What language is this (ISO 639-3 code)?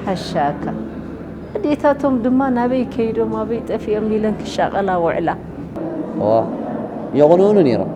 tir